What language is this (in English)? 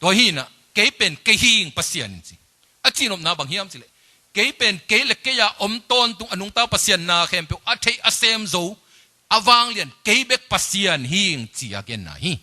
Tedim Chin